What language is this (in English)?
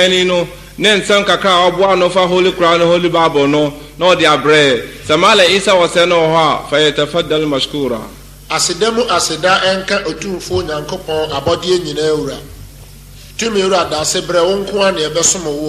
Akan